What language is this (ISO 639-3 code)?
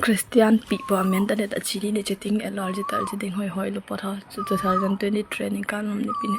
mjw